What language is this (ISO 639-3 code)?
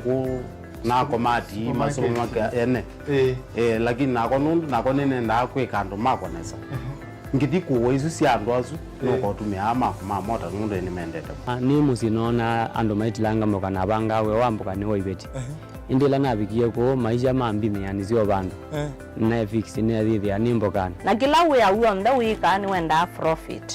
kam